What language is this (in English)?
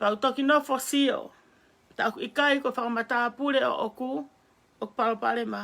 Tongan